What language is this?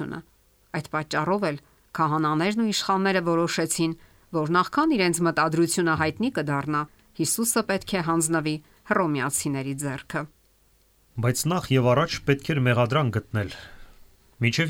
Armenian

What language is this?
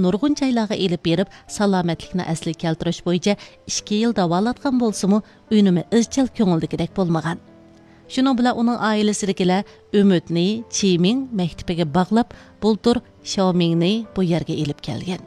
Uyghur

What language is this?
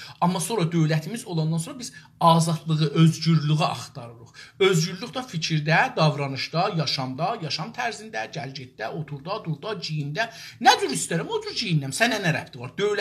South Azerbaijani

